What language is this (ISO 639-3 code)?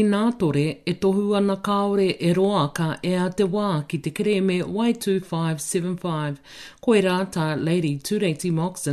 mri